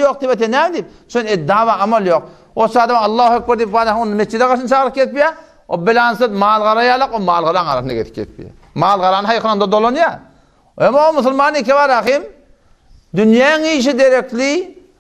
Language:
Turkmen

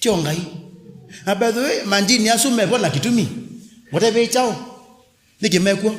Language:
Kamba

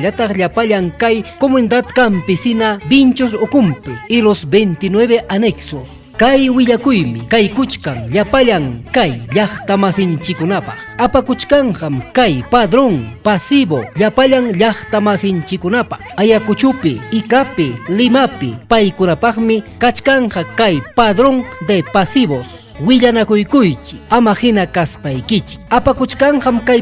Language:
Ayacucho Quechua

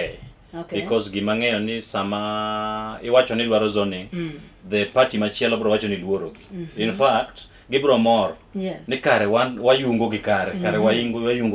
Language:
Luo (Kenya and Tanzania)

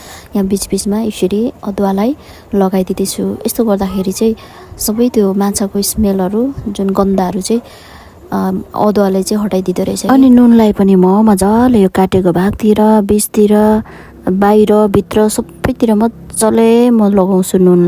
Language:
Nepali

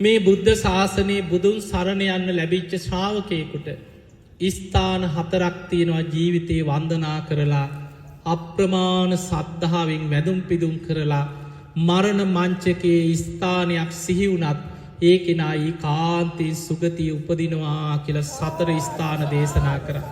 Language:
Sinhala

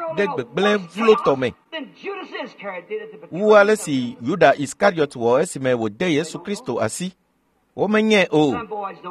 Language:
Ewe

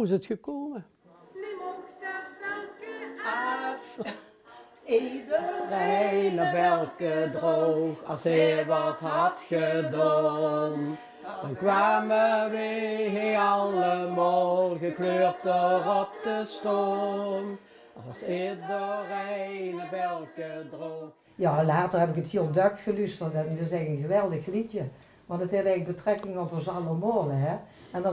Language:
Limburgish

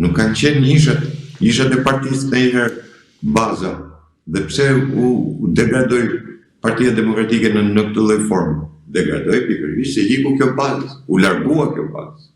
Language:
Albanian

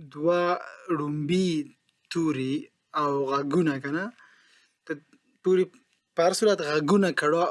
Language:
Pashto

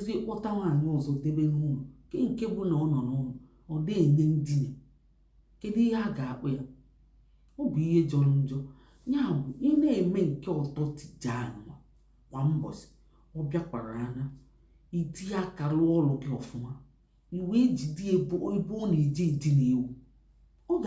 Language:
Igbo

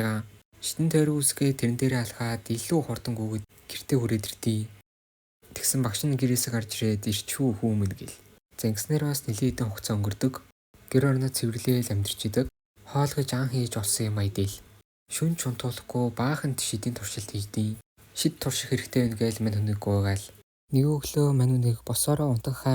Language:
Mongolian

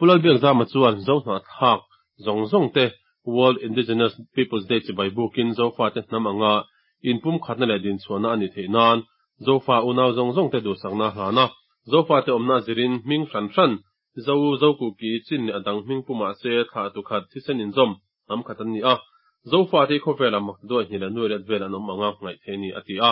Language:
Mizo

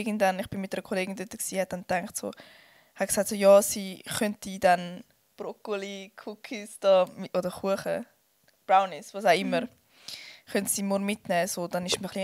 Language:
Swiss German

